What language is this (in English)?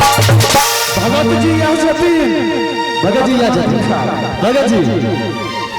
Maithili